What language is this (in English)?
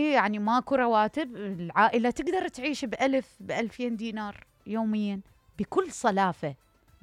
Mesopotamian Arabic